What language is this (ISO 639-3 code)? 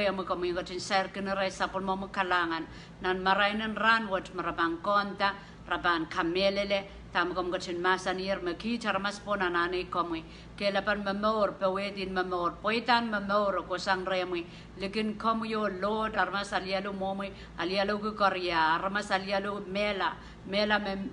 pon